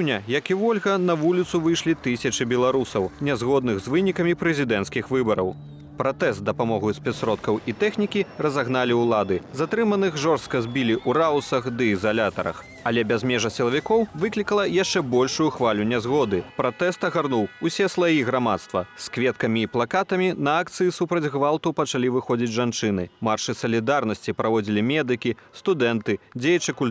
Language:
Belarusian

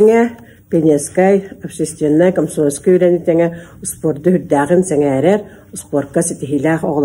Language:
Yakut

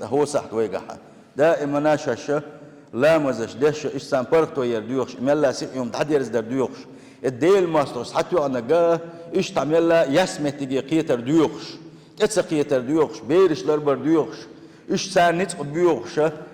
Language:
Chechen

